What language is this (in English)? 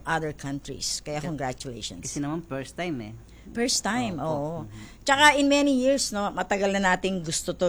Filipino